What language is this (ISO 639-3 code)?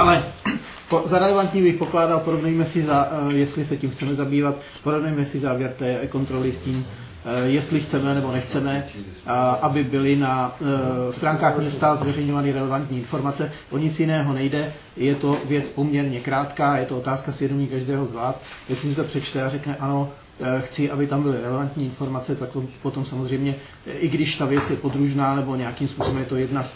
ces